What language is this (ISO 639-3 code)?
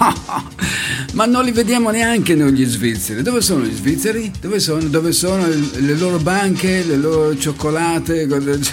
ita